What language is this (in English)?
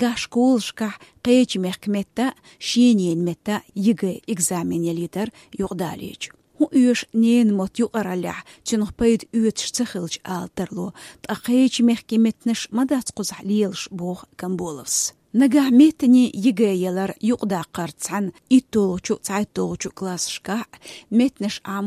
Chechen